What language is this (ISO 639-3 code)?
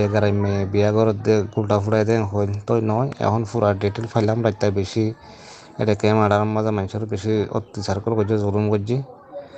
rhg